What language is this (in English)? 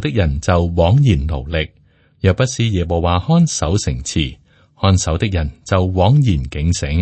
Cantonese